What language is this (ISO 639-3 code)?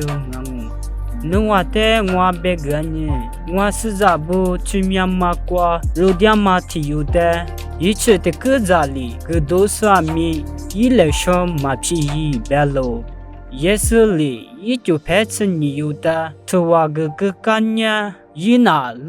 lis